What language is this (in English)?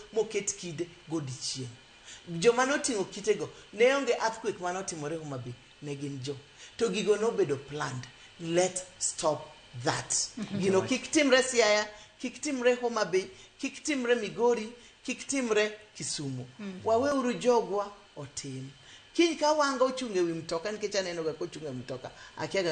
Luo (Kenya and Tanzania)